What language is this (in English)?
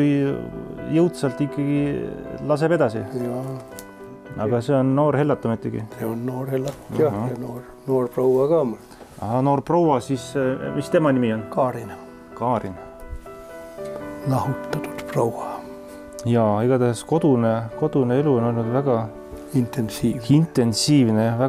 Estonian